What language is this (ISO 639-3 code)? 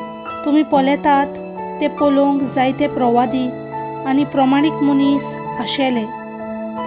kok